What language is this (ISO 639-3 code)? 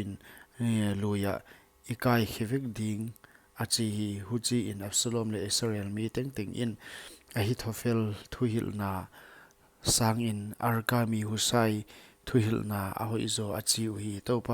pck